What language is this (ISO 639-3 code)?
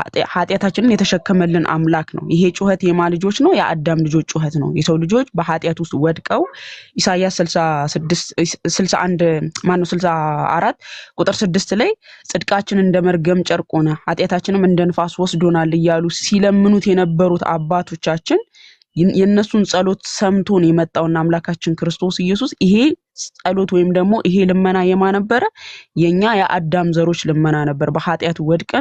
amh